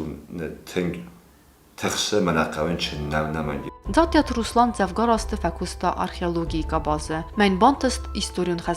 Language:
Ossetic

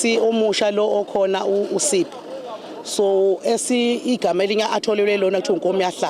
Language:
Zulu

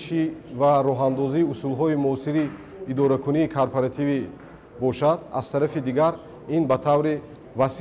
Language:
Tajik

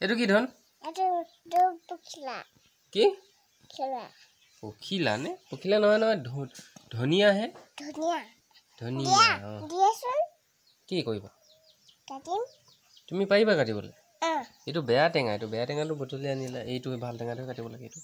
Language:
Assamese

